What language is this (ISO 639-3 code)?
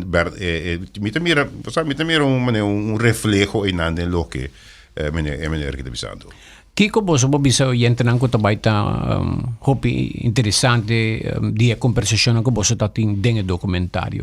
pap